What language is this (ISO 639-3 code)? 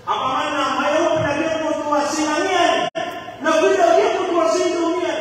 mrw